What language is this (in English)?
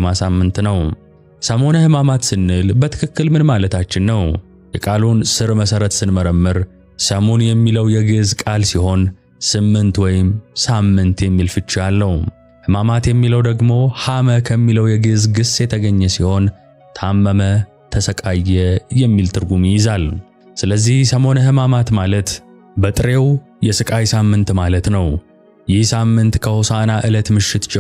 Amharic